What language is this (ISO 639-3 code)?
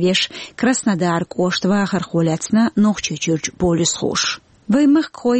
che